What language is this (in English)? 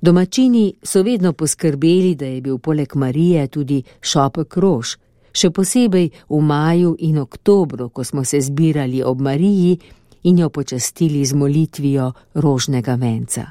Slovenian